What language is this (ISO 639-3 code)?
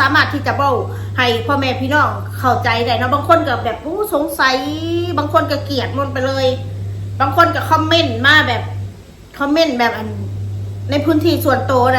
tts